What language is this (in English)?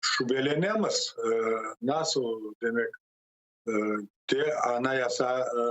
Crimean Tatar